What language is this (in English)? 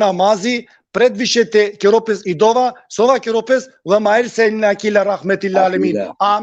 Balkan Romani